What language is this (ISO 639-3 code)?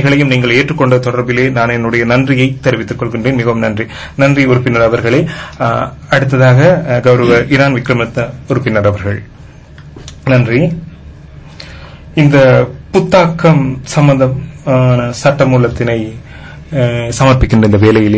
tam